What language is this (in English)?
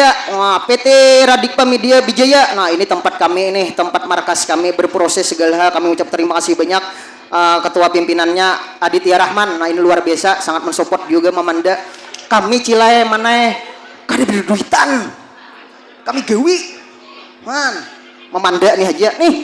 Banjar